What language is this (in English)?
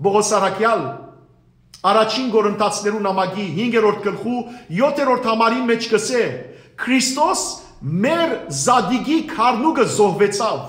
Western Armenian